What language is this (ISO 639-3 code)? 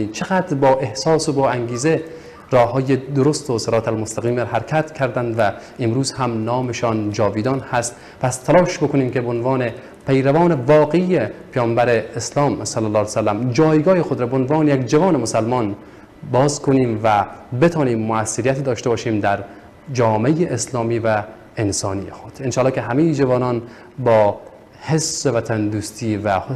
fas